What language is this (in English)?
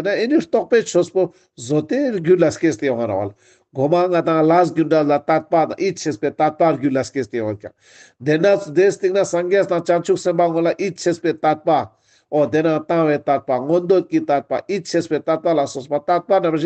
Ladakhi